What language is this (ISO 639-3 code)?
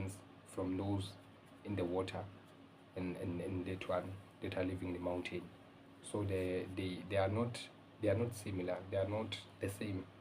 zul